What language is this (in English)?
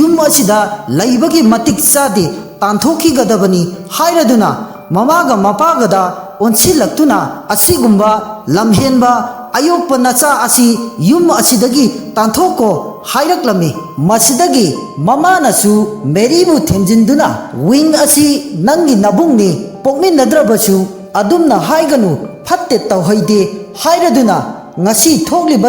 Manipuri